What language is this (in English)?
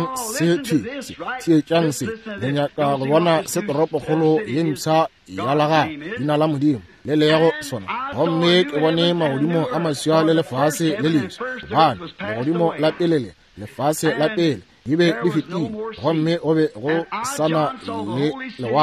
Northern Sotho